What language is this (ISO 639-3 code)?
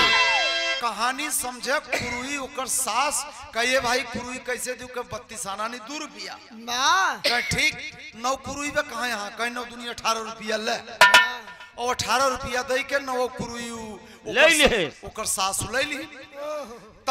bho